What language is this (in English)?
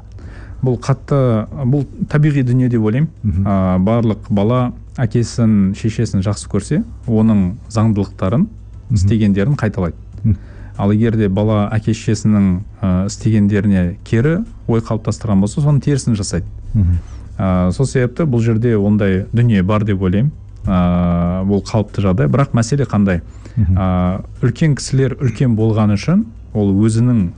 Kazakh